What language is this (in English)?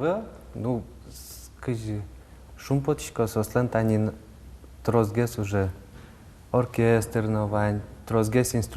Udmurt